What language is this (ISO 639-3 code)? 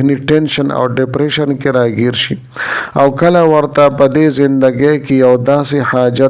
pus